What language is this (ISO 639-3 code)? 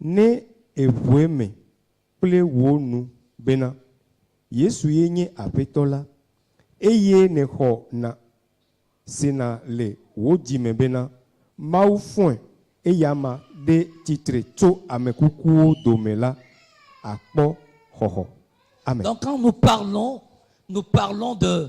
ewe